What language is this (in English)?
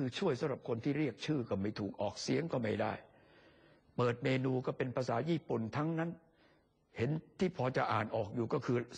Thai